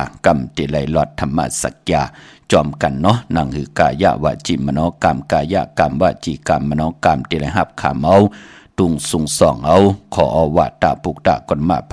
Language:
Shan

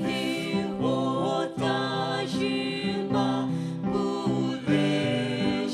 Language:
Poumei Naga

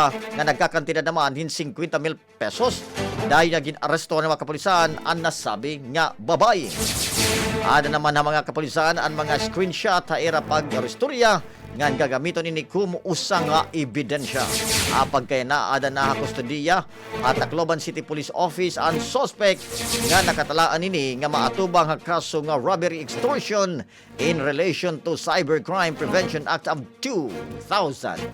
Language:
Waray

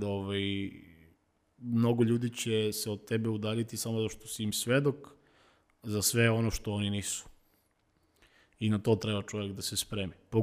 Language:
Serbian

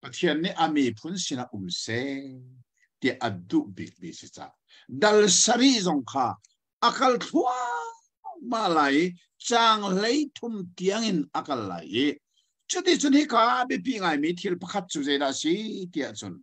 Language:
Hakha Chin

